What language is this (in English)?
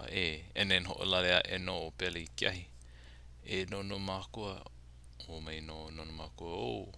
Hawaiian